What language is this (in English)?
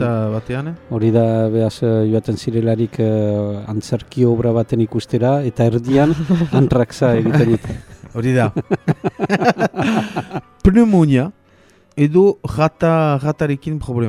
Basque